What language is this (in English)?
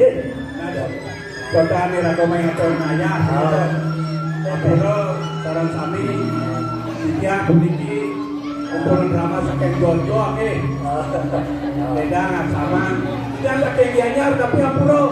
Balinese